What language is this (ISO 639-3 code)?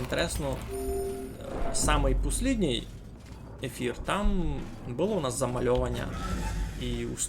rue